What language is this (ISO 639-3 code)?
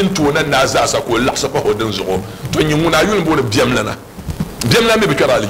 dag